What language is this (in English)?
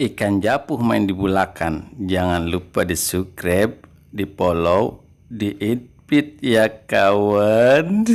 Betawi